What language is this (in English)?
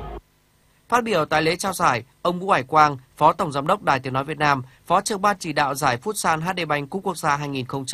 Vietnamese